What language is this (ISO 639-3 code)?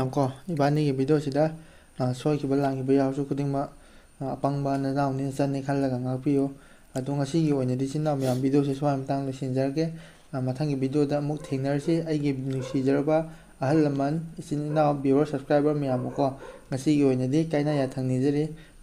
mni